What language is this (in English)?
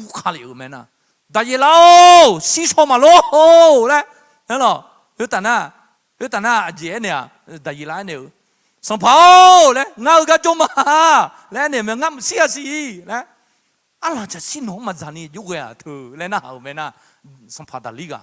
Akha